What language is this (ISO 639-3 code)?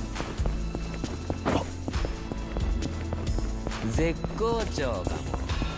jpn